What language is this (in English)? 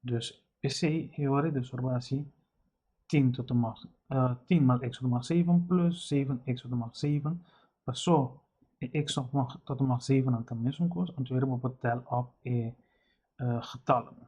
Papiamento